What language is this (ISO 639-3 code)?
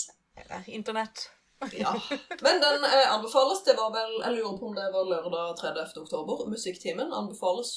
nor